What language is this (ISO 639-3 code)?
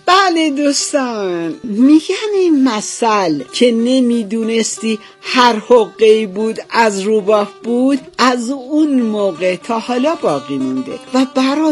fas